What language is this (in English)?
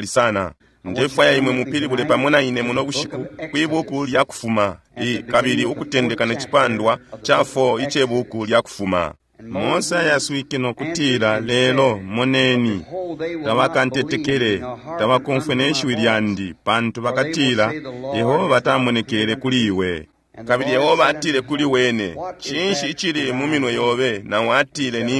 Bemba